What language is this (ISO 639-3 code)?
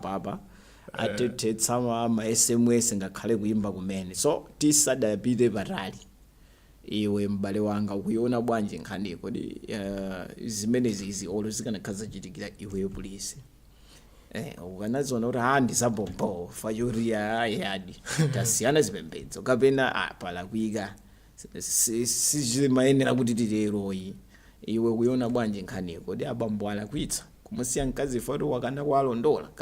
nya